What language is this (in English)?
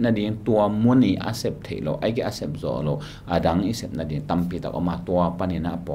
Tedim Chin